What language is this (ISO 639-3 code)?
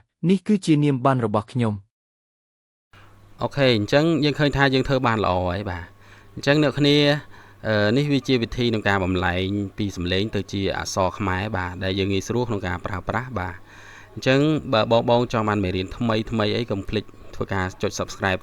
khm